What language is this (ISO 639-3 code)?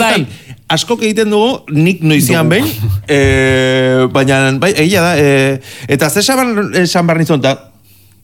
eus